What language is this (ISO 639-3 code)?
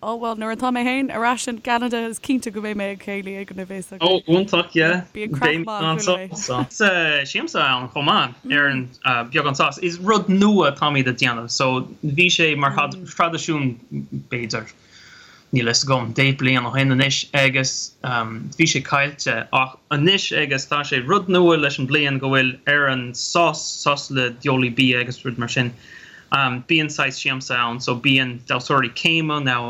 gle